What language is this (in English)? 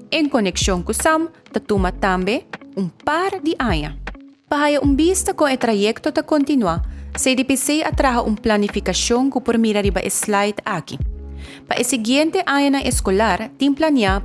Papiamento